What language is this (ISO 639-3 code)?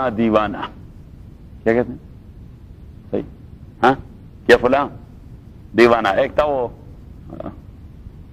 urd